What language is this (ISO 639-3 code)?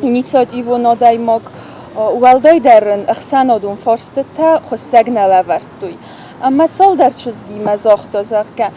oss